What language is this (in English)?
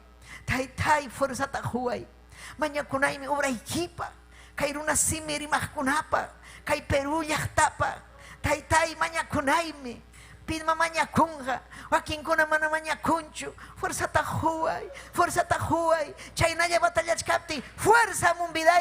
Ayacucho Quechua